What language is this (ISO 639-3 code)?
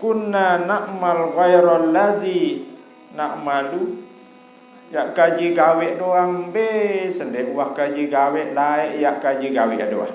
sas